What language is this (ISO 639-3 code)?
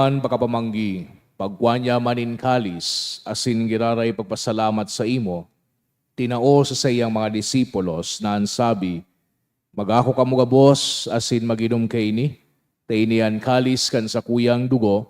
bik